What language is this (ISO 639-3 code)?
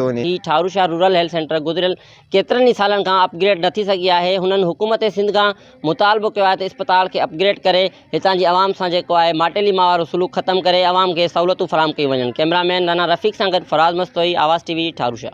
snd